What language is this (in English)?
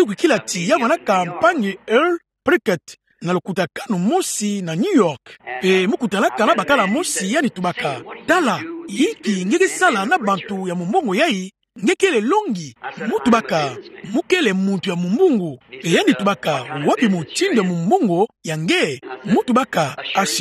Kituba (Democratic Republic of Congo)